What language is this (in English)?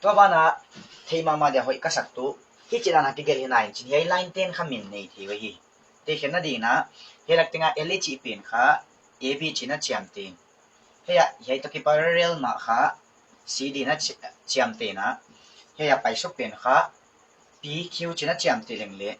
Paite Chin